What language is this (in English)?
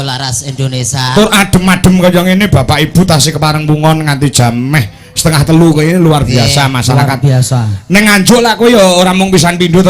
Javanese